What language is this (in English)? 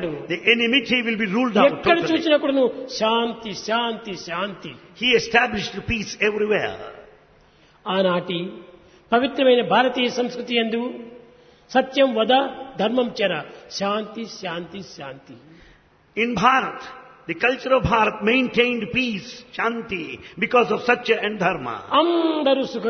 Telugu